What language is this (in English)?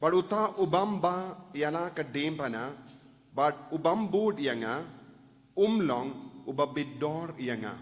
Khasi